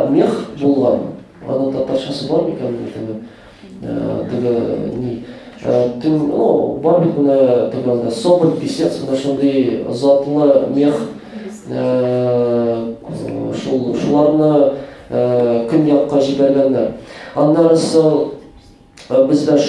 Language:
Tatar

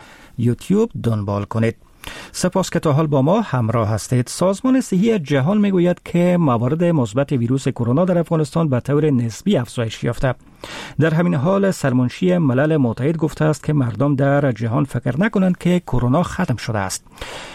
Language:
Persian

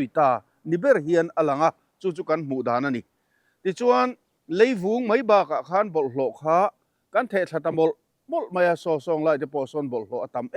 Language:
Mizo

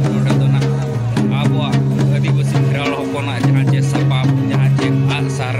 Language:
Santali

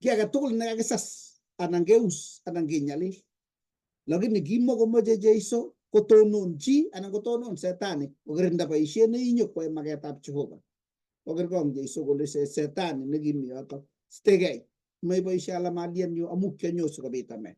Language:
Kalenjin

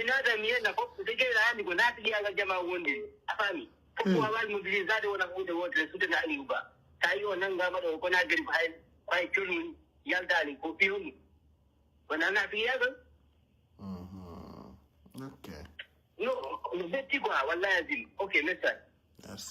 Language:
Pular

